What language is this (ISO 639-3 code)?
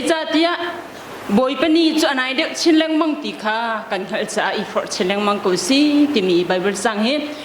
cnh